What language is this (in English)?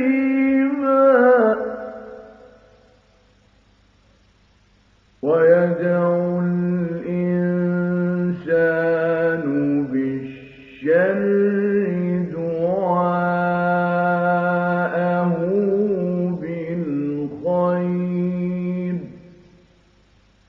Arabic